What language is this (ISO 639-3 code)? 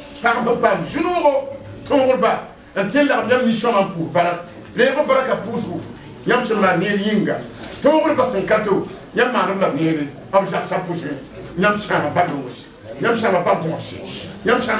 mos